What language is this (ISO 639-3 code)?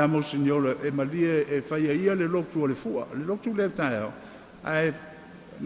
smo